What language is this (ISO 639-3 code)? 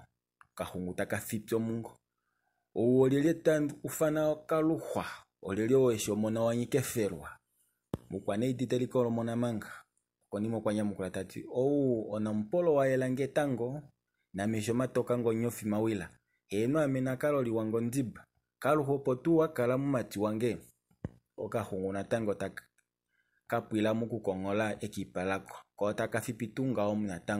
kua